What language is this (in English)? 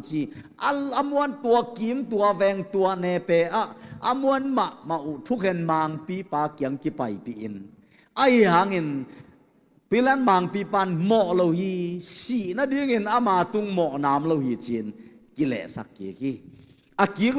Tedim Chin